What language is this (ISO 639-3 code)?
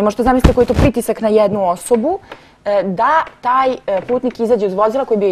srp